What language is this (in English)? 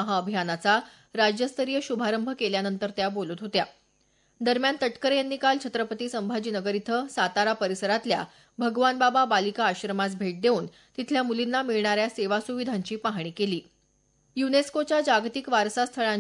Marathi